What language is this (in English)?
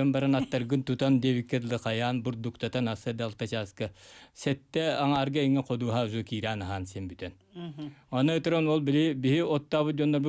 Yakut